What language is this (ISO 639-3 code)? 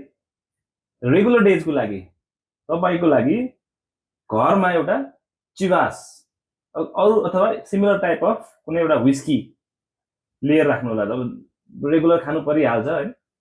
nep